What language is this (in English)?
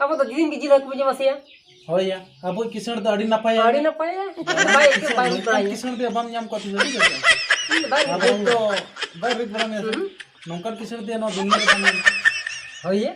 Santali